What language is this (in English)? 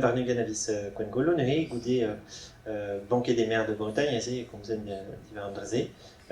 Breton